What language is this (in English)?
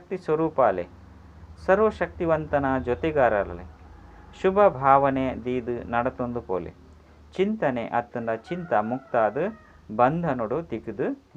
Tulu